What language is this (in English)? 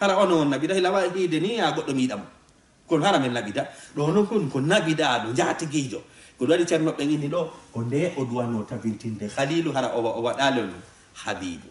Fula